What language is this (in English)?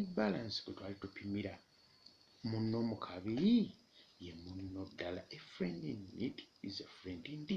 Ganda